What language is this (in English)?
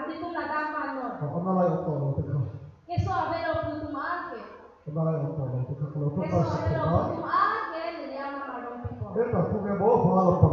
Karbi